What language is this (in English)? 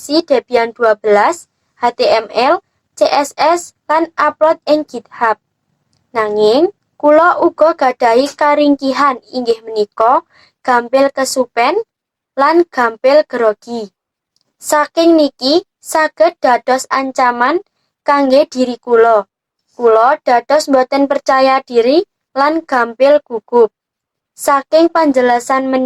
Javanese